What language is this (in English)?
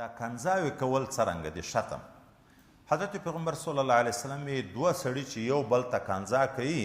Pashto